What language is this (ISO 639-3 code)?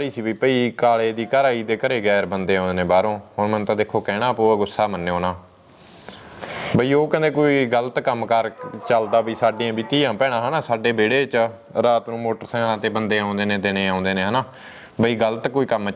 pan